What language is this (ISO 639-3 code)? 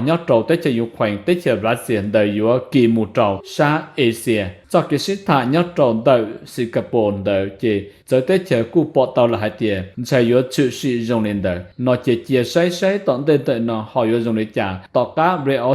hmn